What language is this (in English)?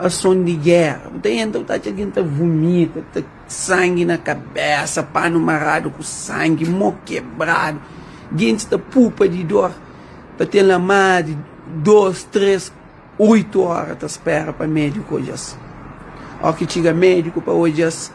Kabuverdianu